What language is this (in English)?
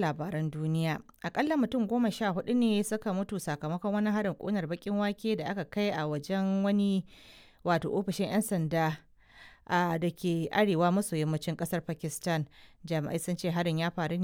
Hausa